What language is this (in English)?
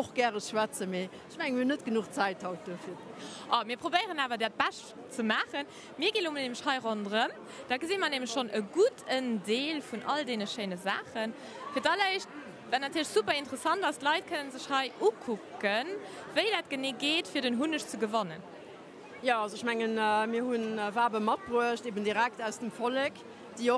Luxembourgish